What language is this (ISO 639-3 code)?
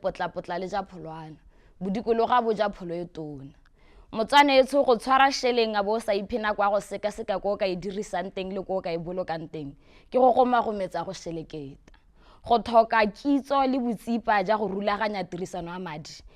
tsn